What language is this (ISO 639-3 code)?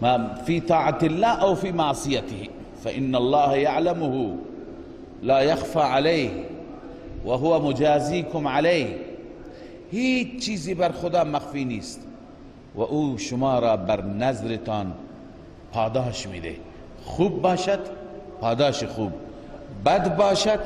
fas